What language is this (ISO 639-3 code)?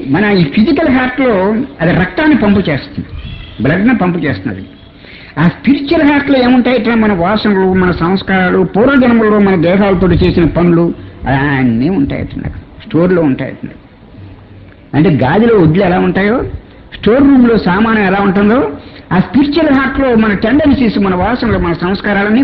tel